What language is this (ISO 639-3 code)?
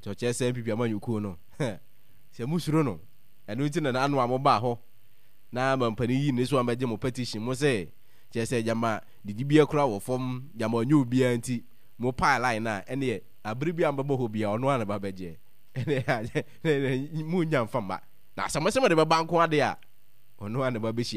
aka